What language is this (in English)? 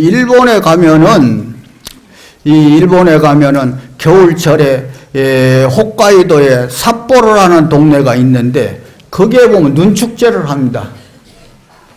Korean